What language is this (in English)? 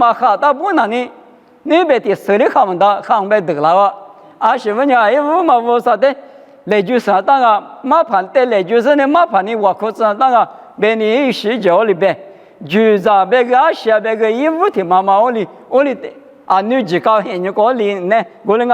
Lisu